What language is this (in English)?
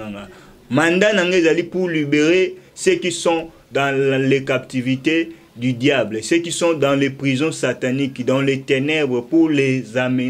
Lingala